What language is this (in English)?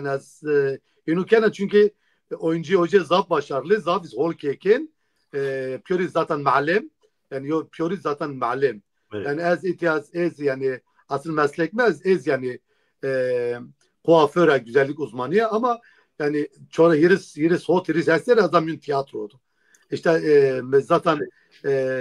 Zaza